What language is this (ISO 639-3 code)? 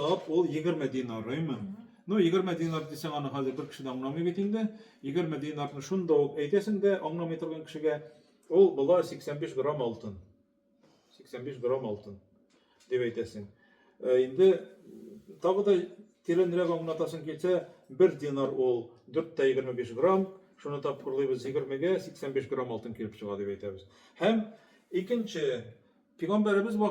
tat